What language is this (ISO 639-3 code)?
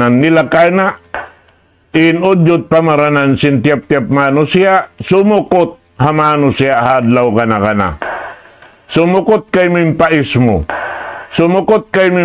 tsg